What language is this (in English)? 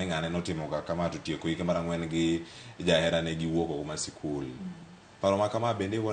Luo (Kenya and Tanzania)